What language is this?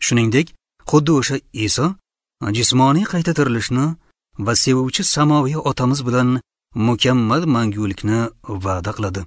Uzbek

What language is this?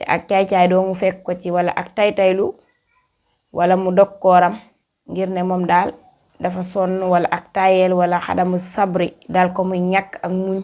Wolof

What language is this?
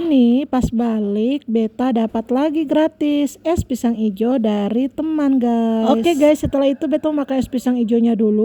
Ambonese Malay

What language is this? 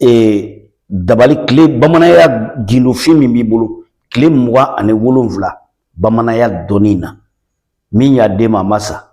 Bambara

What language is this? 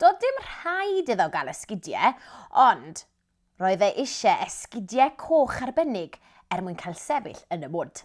Welsh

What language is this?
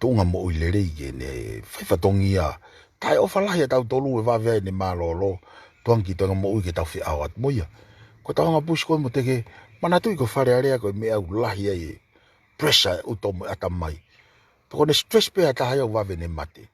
Tongan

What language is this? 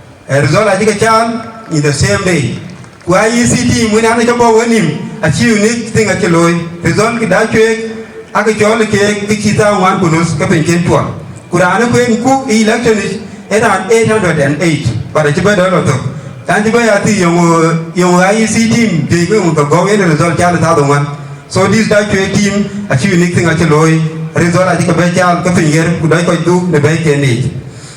Dinka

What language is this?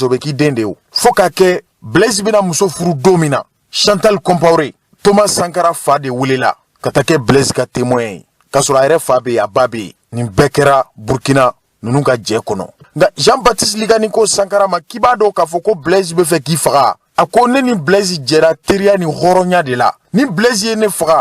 Bambara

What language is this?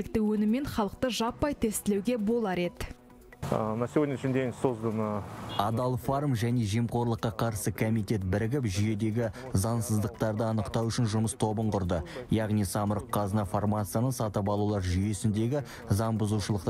Kazakh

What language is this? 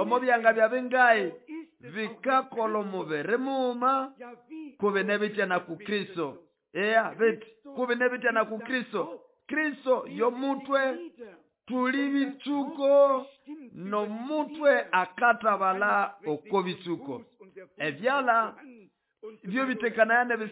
Nande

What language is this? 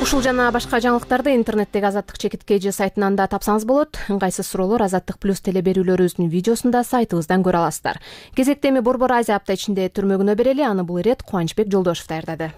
Kyrgyz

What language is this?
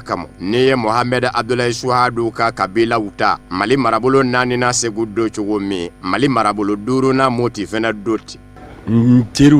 Bambara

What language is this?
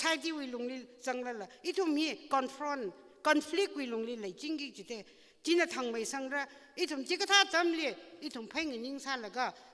Tangkhul Naga (India)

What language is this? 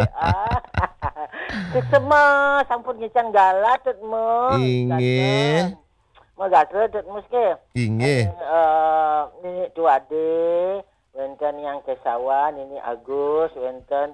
Balinese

